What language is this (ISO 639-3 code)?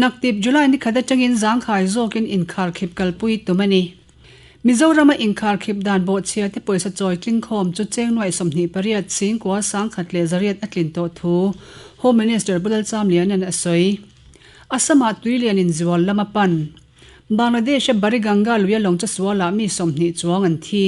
lus